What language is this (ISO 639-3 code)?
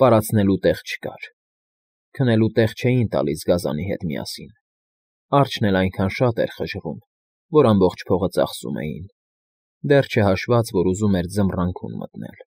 hye